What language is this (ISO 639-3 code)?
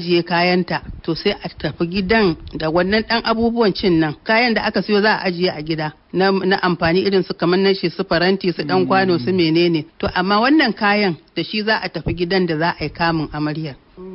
hau